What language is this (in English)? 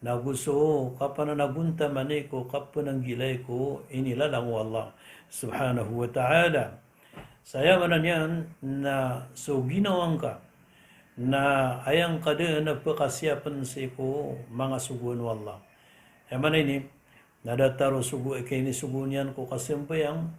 Maranao